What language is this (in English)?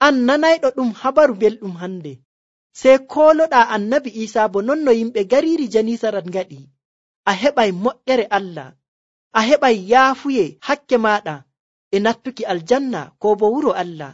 Nigerian Fulfulde